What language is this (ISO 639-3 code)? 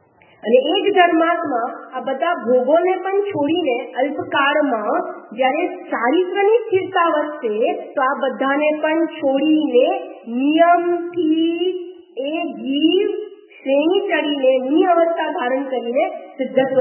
guj